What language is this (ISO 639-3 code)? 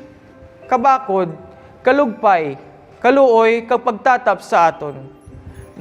hil